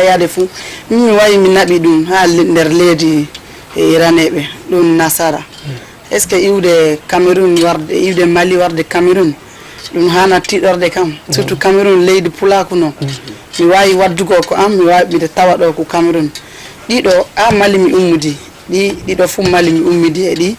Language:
Fula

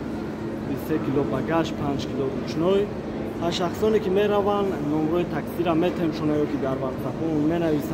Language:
Tajik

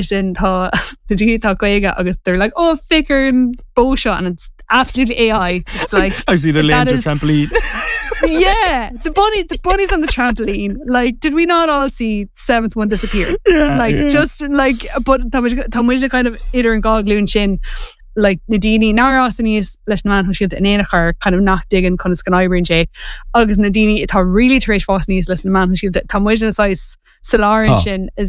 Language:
Irish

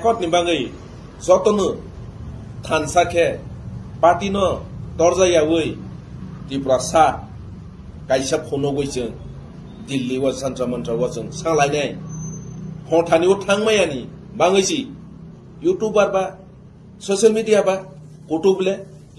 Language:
Kok Borok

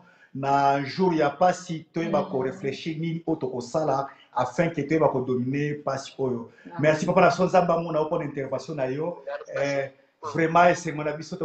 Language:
Lingala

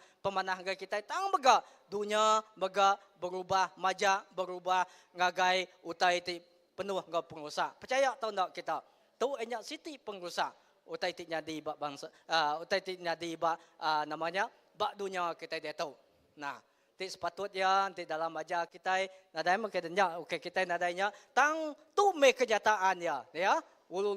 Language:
Iban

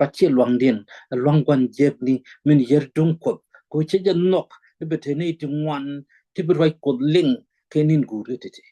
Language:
Nuer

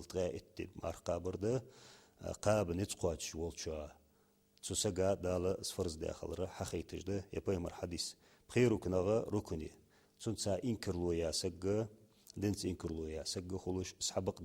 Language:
Ingush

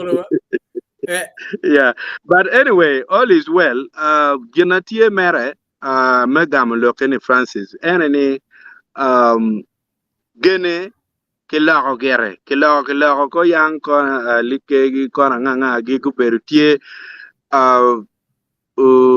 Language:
Acoli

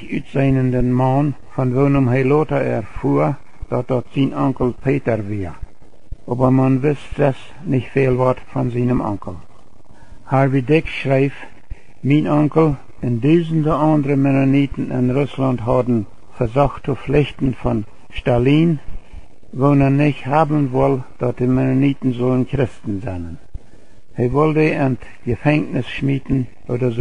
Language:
Plautdietsch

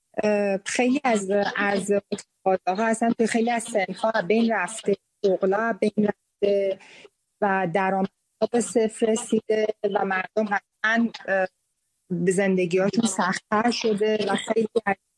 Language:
Persian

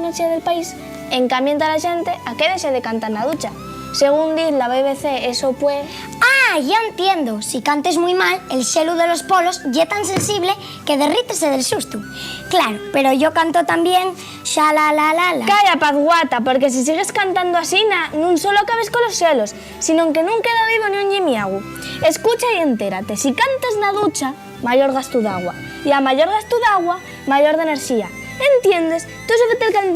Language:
Asturian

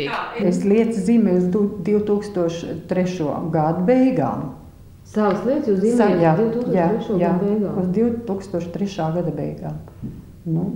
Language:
Latvian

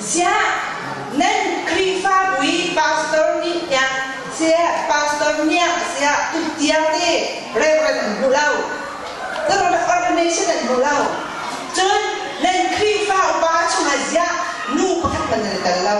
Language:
Hakha Chin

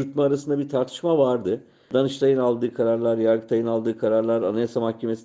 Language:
Turkish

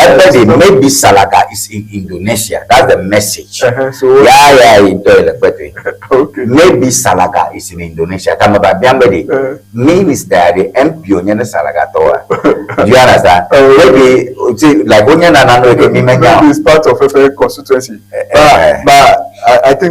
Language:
Ewe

